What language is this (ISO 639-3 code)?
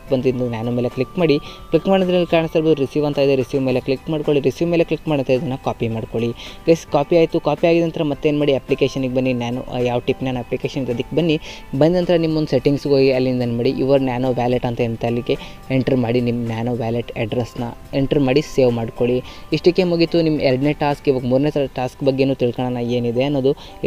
kan